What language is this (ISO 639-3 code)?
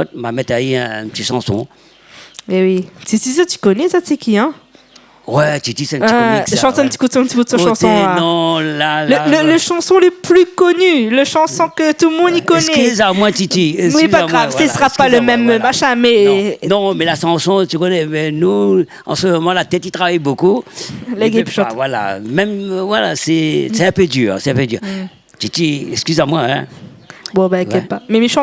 rcf